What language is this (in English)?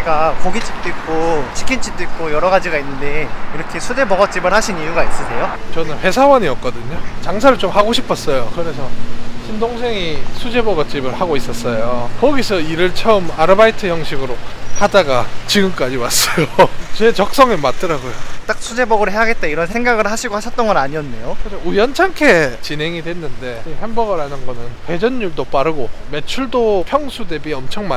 Korean